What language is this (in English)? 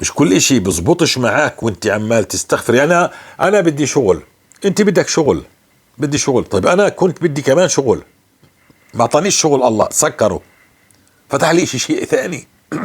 North Levantine Arabic